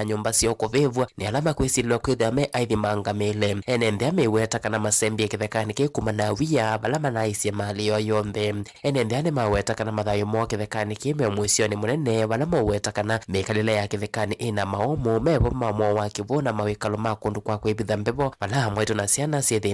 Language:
Kamba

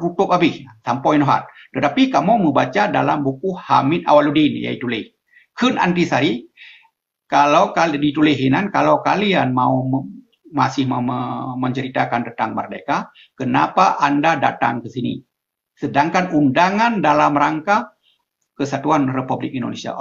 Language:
Achinese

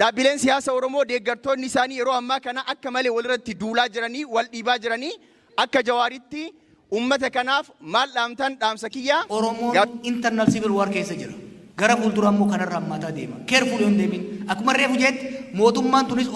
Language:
Oromo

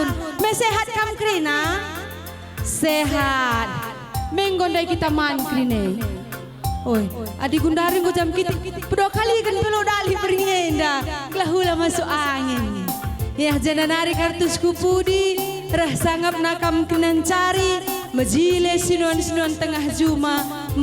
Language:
Batak Karo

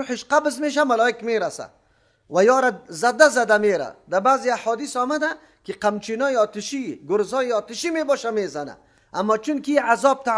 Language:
Persian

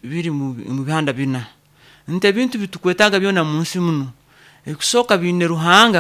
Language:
Nyoro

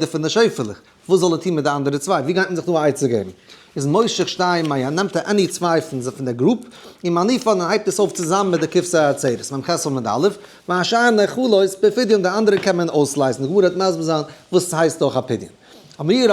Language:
Yiddish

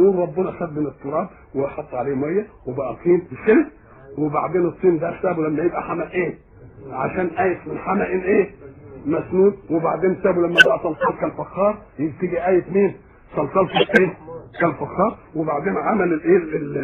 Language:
Egyptian Arabic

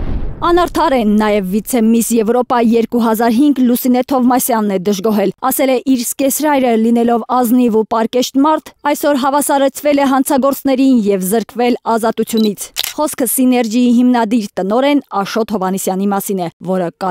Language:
Armenian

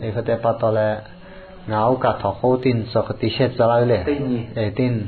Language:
Lahu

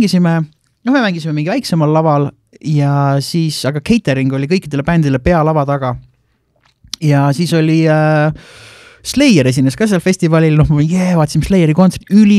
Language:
Estonian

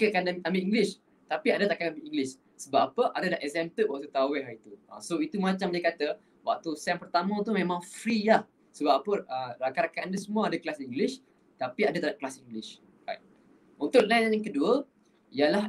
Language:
Malay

